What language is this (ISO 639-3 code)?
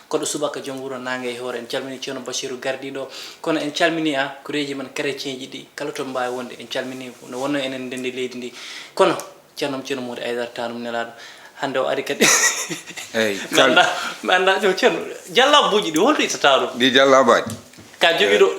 ful